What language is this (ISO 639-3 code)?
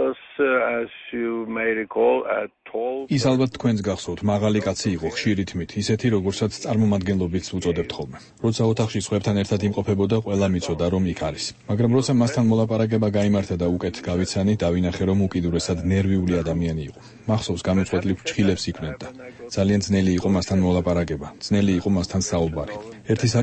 kat